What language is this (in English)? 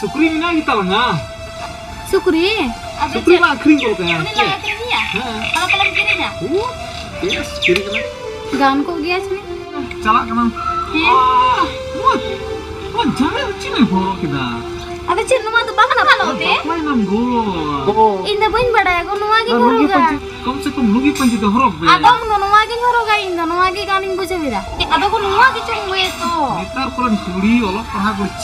Santali